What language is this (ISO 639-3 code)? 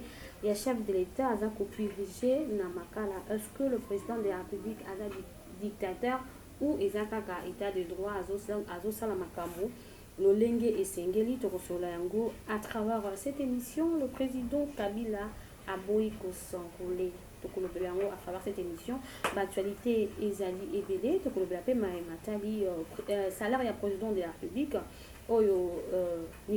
lin